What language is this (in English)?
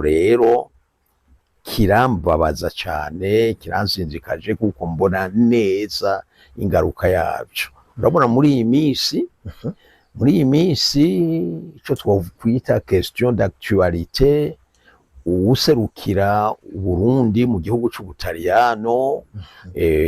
Rundi